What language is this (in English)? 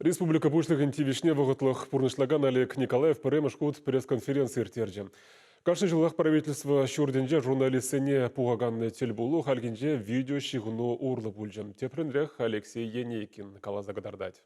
Chuvash